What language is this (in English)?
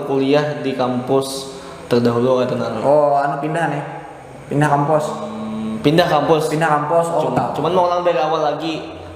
Banjar